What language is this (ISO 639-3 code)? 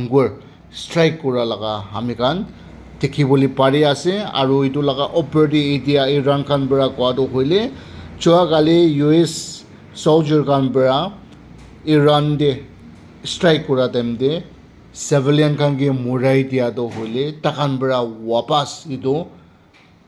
nag